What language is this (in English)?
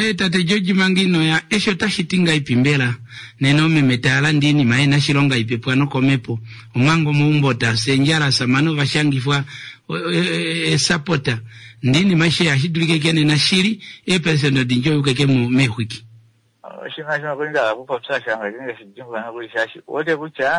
Kuanyama